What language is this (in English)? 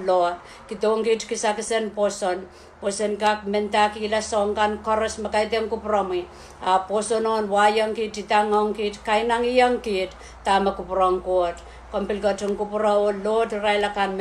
Pohnpeian